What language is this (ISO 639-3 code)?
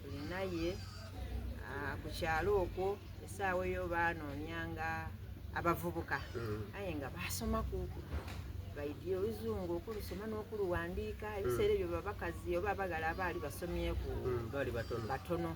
xog